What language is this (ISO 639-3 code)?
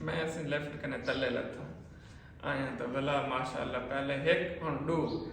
skr